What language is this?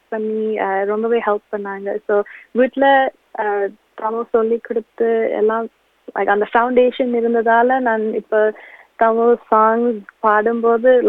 Tamil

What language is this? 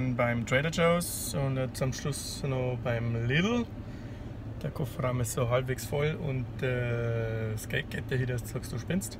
Bavarian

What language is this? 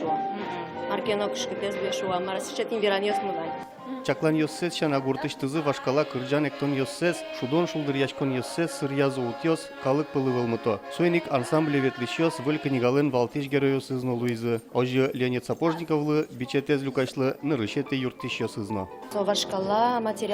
Udmurt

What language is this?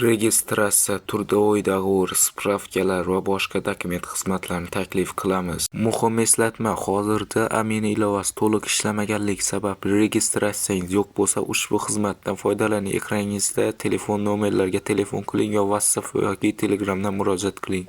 Uzbek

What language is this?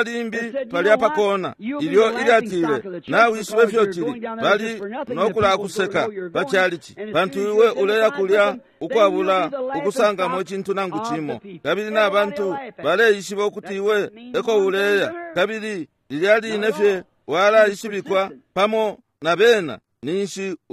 Bemba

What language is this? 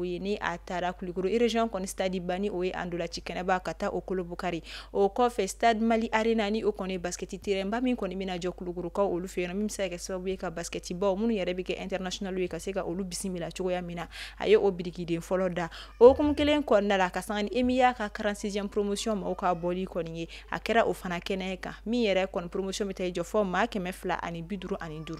Bambara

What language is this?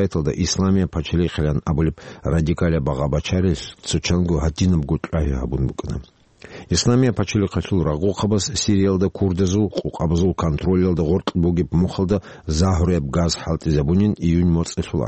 Avaric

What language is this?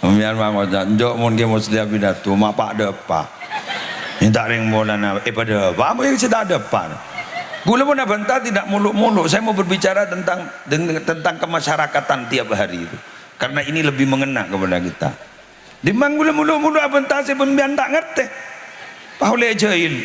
Madurese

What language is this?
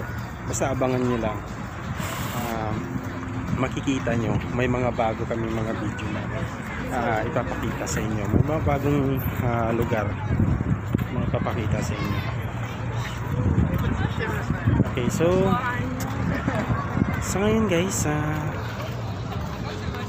Filipino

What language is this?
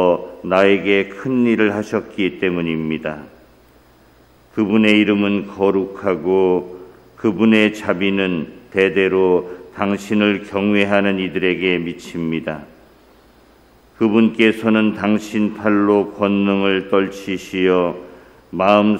Korean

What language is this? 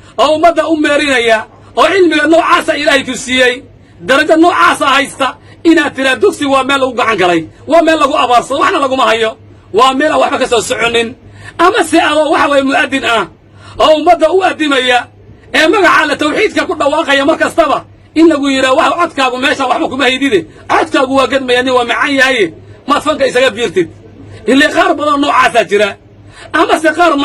Somali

